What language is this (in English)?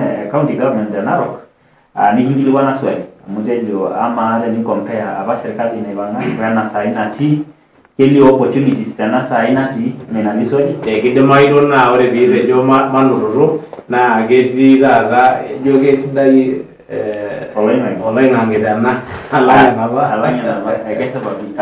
Masai